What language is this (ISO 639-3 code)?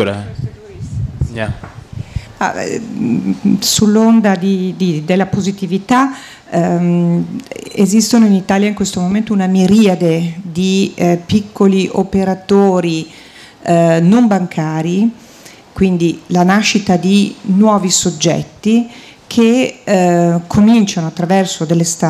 ita